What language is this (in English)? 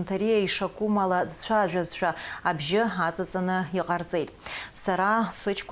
Abkhazian